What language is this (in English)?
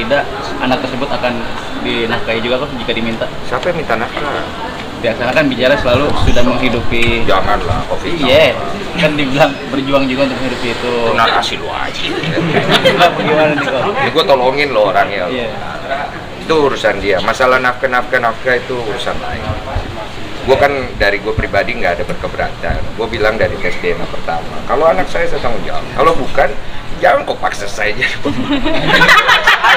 Indonesian